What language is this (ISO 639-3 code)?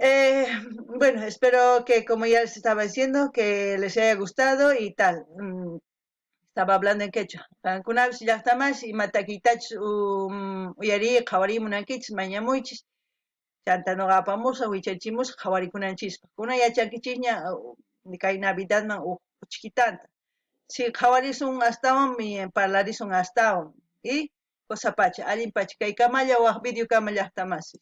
que